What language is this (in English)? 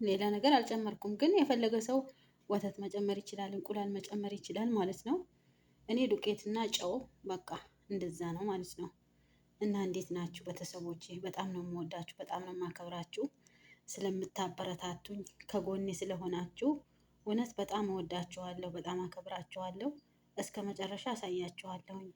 Amharic